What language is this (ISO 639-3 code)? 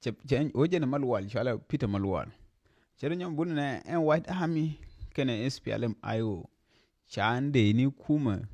nus